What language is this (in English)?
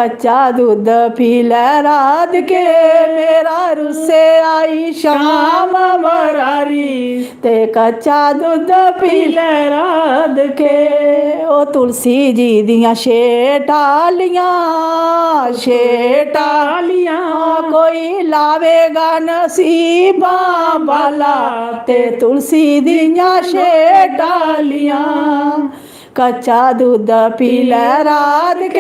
Dogri